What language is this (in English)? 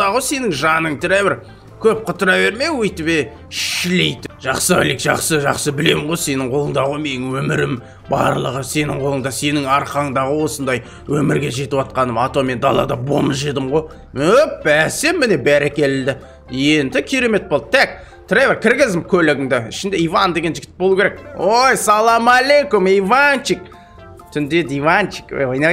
Kazakh